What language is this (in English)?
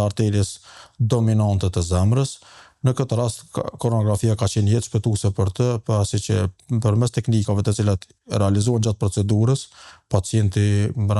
Albanian